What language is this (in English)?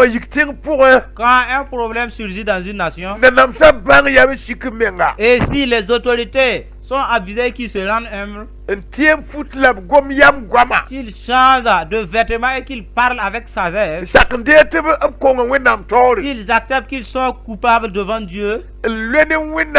Mossi